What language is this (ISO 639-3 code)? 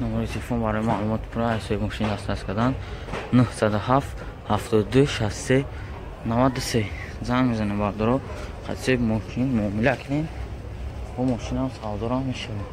tgk